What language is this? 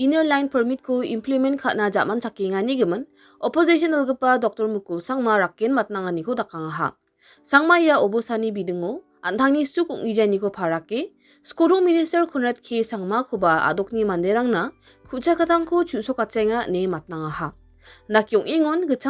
Garo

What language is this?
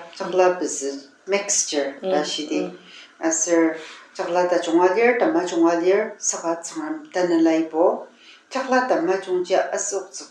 Ao Naga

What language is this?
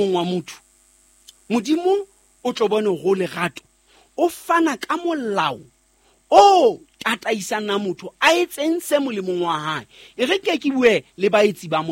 Southern Sotho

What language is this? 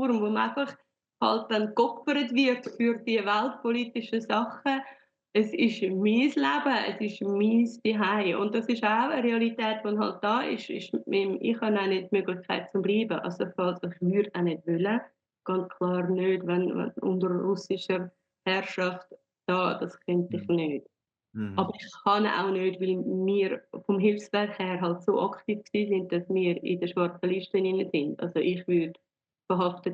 Swiss German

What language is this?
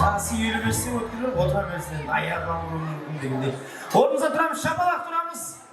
Kara-Kalpak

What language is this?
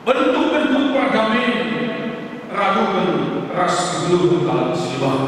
Batak Karo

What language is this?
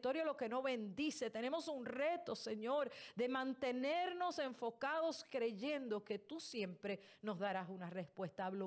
Spanish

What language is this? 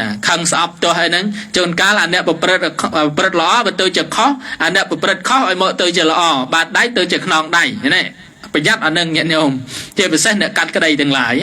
Khmer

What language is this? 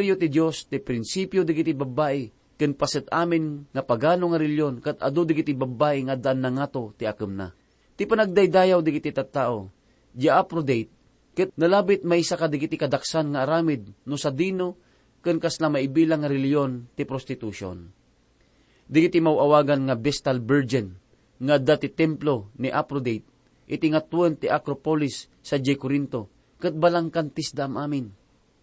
Iloko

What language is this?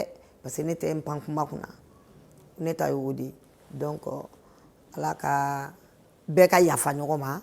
Bambara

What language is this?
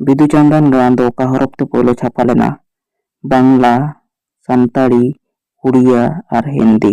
Santali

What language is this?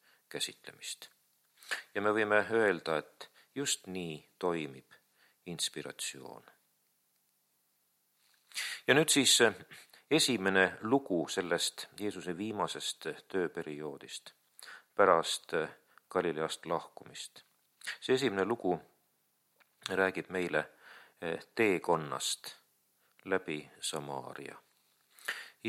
Estonian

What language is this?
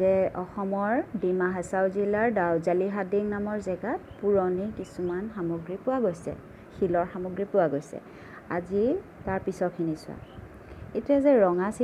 Assamese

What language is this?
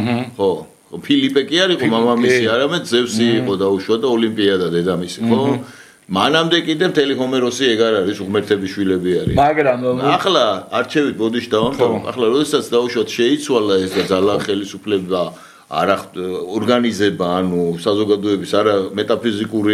Georgian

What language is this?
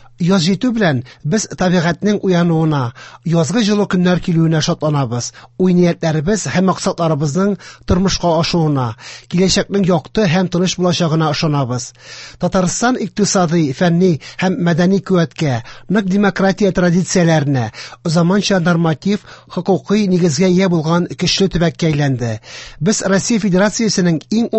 Tatar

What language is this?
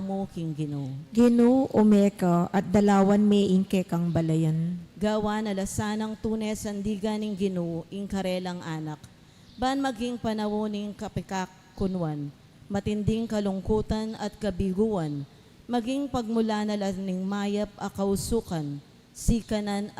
Pampanga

